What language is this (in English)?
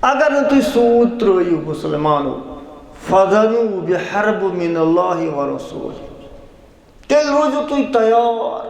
Kashmiri